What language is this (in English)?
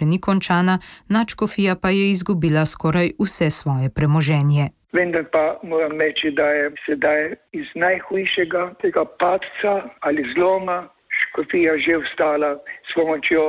Slovenian